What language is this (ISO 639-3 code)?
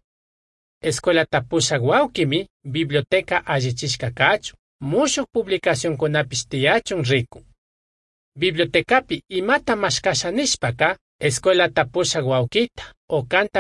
qug